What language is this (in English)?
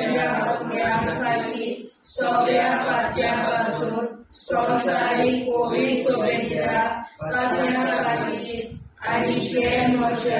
Konkani